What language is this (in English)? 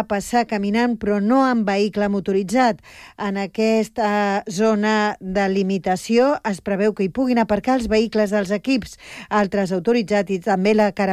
Catalan